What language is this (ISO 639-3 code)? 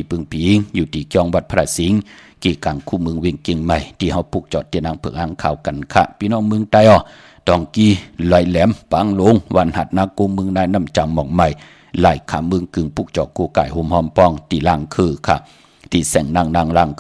shn